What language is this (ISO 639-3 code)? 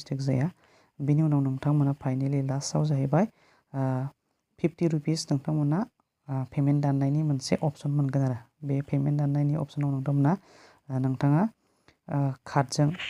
brx